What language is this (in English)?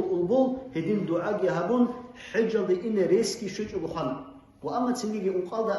Avaric